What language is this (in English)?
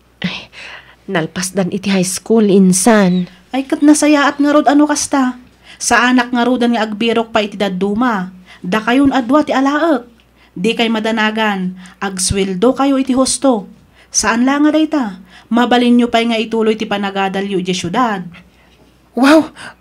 Iloko